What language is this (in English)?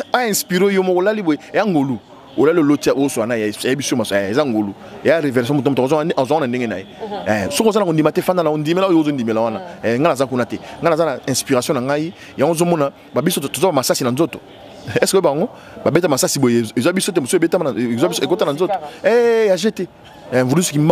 Lingala